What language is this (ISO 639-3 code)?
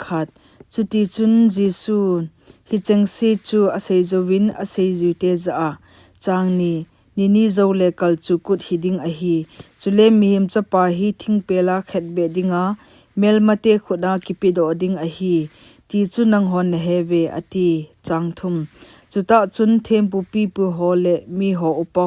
tcz